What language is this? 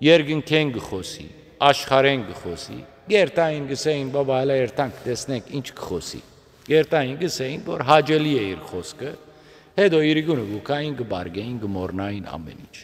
Western Armenian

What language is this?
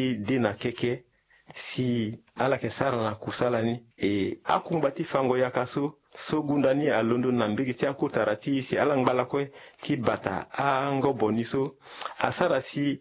Sango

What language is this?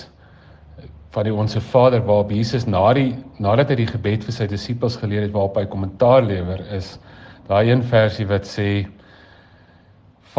Afrikaans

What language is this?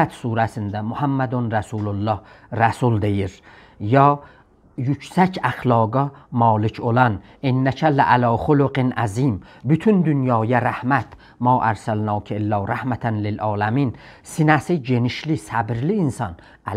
South Azerbaijani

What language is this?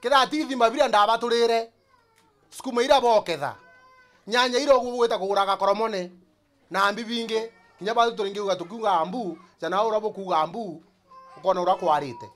Meru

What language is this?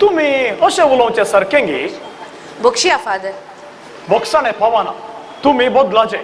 Konkani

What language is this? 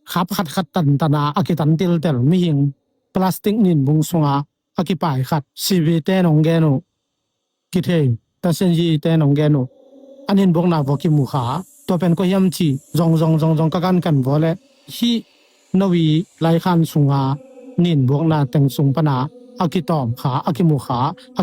Tedim Chin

